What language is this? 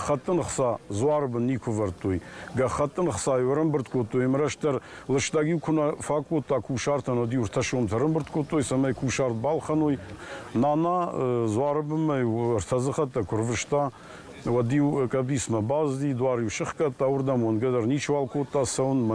Ossetic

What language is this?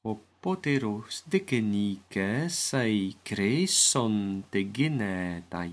Ancient Greek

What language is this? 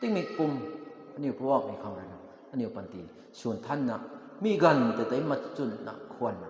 Rongmei Naga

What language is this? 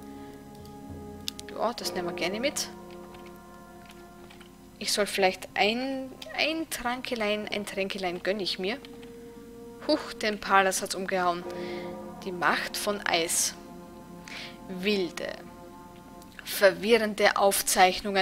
German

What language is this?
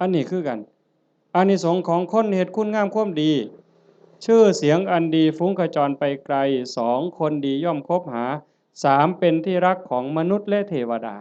Northeastern Thai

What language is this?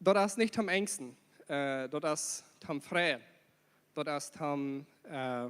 Plautdietsch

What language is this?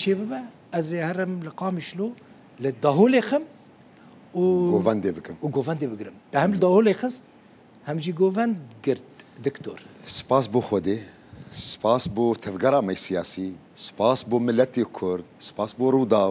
Kurdish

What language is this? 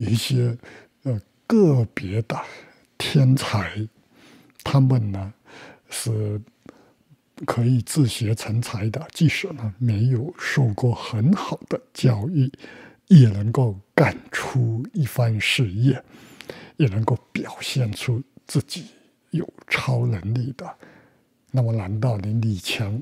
Chinese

